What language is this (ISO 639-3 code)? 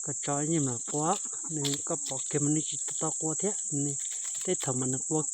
hmn